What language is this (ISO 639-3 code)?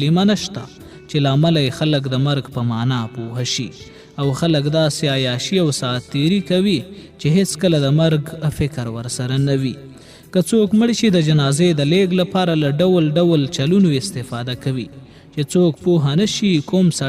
pus